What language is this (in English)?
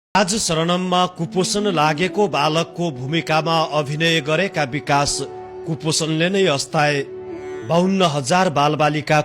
Nepali